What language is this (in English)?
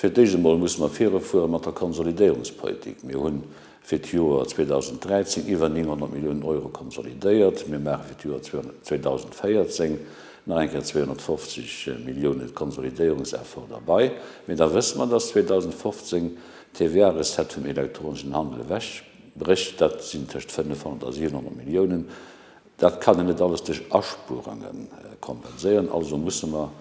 Luxembourgish